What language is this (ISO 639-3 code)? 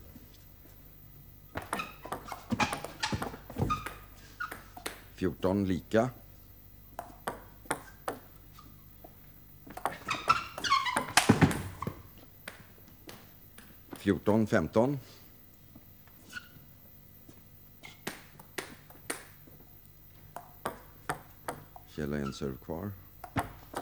swe